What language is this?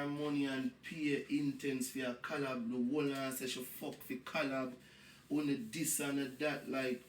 Jamaican Creole English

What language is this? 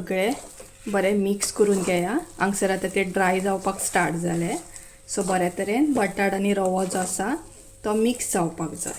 Konkani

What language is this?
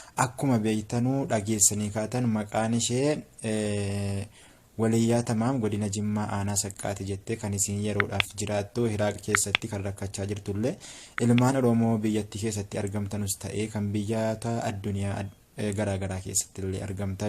Oromo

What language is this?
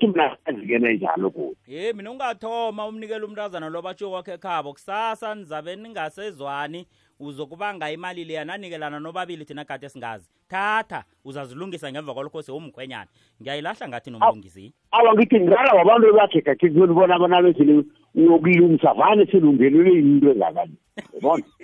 South Ndebele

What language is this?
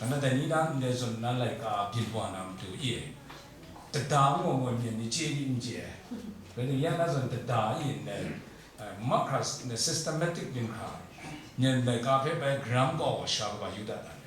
Kachin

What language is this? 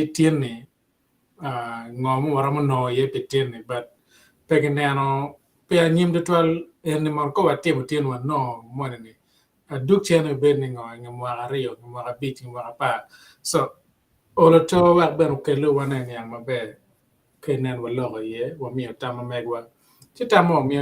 Acoli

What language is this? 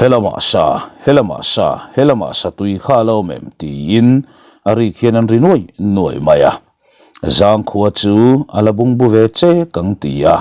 Mizo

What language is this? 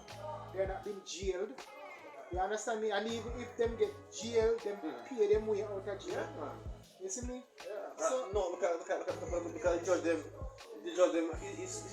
Jamaican Creole English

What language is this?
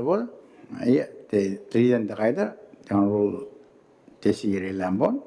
Gilbertese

